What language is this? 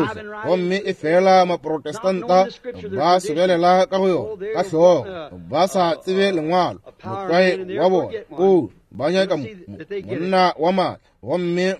Northern Sotho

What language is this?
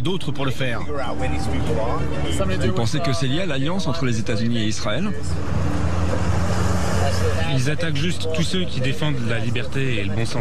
French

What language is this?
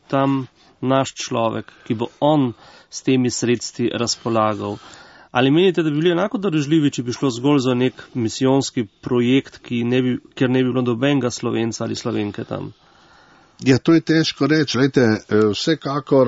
Slovenian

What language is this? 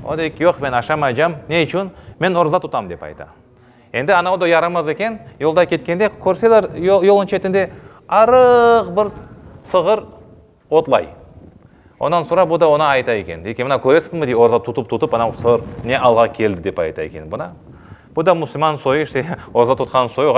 Crimean Tatar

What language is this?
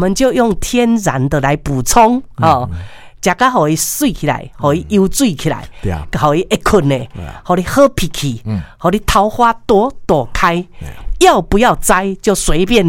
Min Nan Chinese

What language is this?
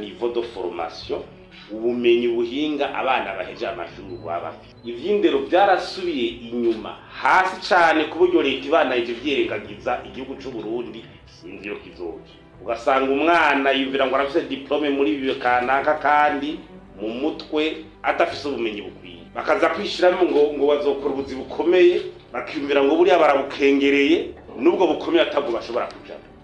Rundi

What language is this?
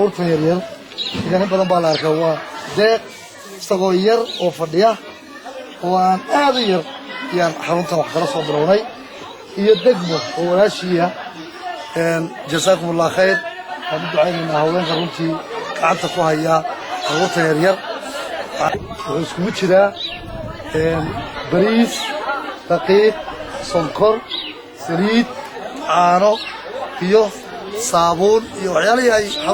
Somali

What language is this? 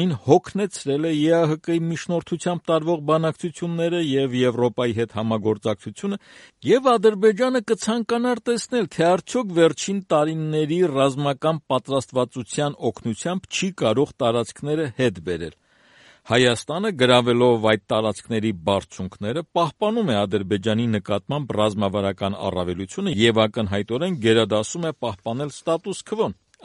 Armenian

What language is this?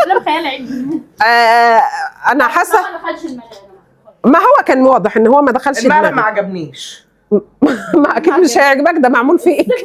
Egyptian Arabic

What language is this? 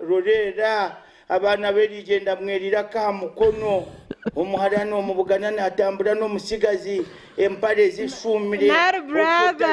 Nyankole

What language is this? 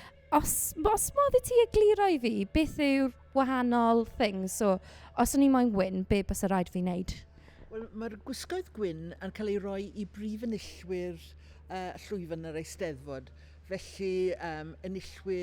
Welsh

